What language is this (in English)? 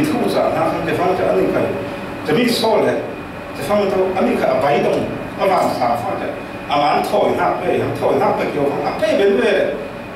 Falam Chin